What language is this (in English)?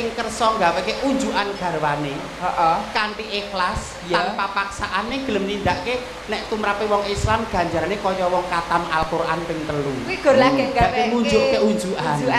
Javanese